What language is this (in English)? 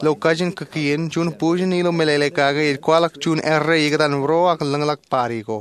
Marshallese